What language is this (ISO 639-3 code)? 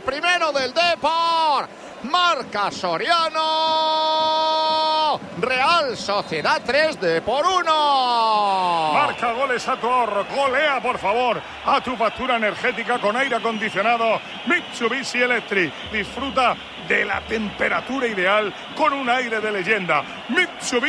spa